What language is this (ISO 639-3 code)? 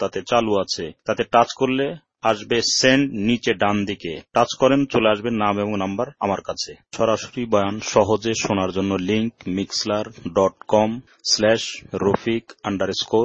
ben